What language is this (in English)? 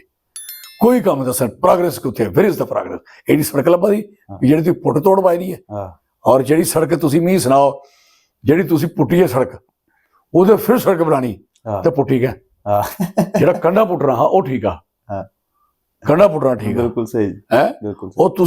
Dogri